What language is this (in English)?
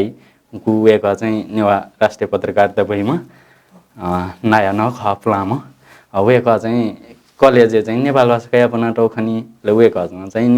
Newari